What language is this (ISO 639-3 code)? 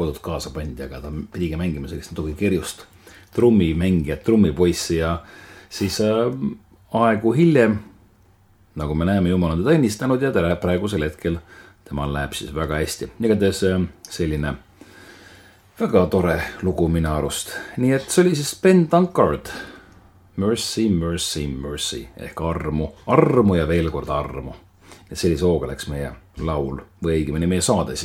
est